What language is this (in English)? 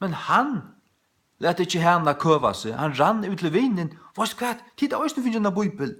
Faroese